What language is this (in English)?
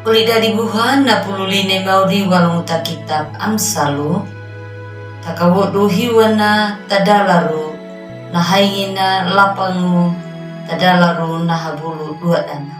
Anakalangu